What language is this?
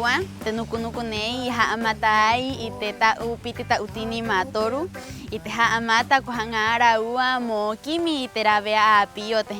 Rapanui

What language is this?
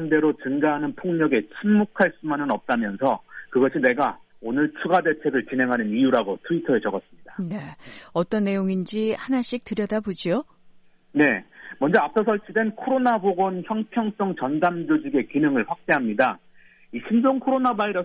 Korean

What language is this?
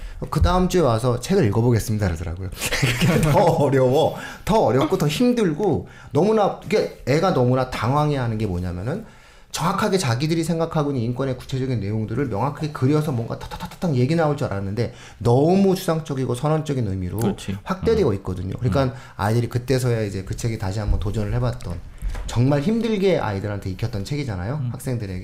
Korean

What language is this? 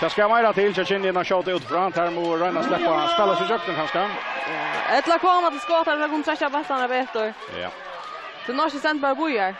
Faroese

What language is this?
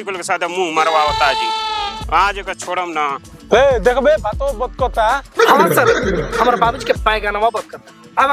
Bhojpuri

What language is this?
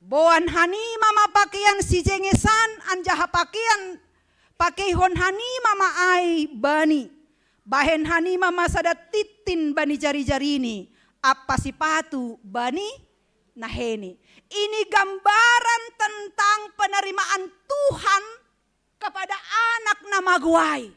Batak Simalungun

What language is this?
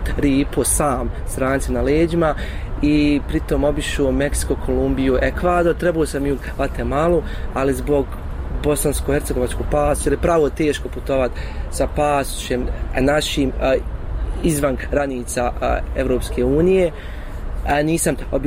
Bosnian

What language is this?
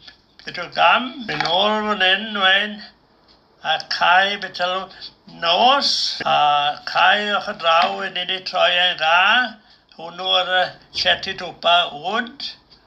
Welsh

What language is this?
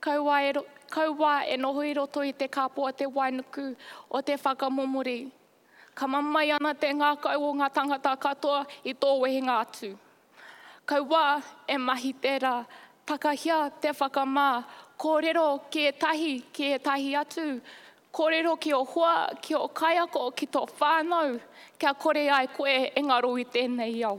Māori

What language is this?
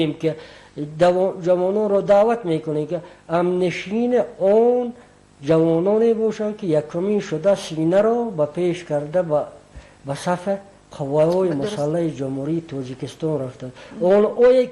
Tajik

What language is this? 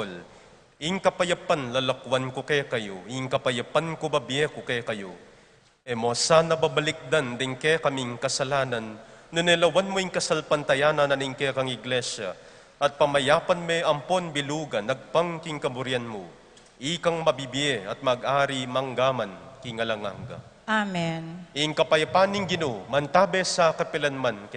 Pampanga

